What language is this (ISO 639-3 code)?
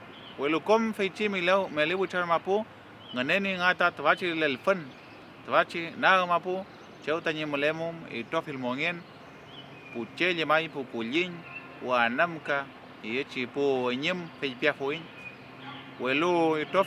arn